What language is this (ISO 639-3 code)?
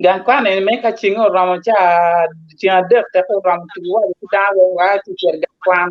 ach